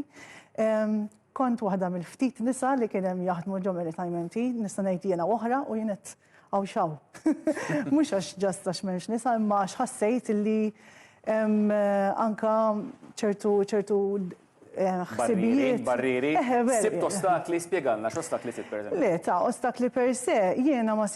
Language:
Maltese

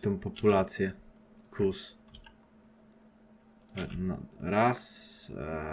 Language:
Polish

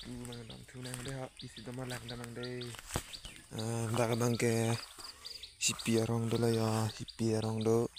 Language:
Karbi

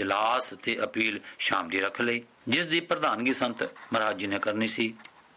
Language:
Punjabi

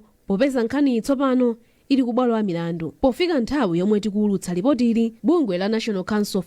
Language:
Nyanja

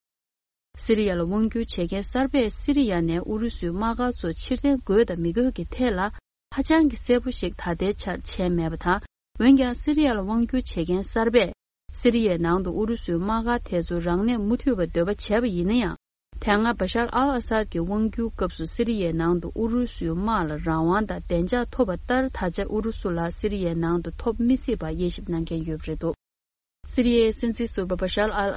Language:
Tibetan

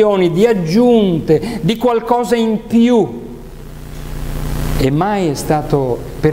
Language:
Italian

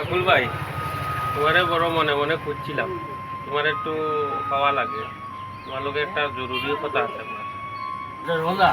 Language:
Sylheti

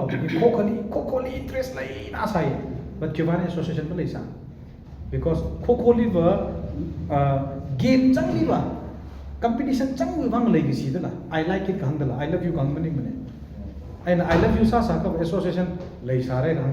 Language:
Tangkhul Naga (India)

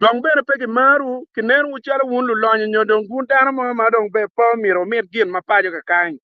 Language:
Acoli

